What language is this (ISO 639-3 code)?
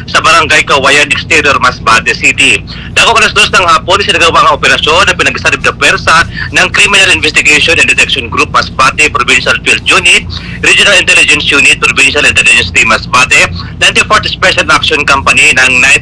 bik